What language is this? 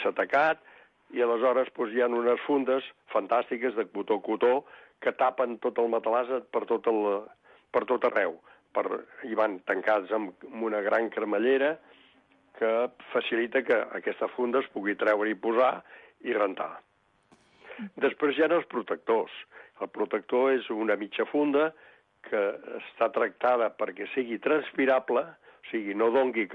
Catalan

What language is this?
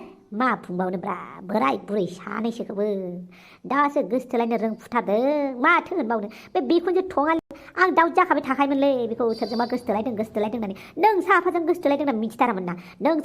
Bodo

